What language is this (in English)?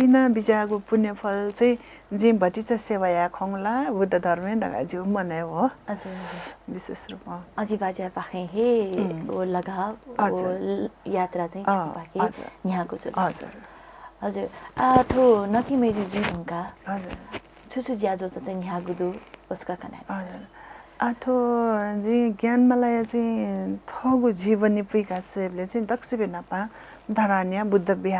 Newari